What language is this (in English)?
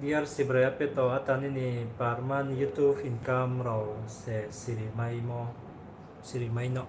Riang (India)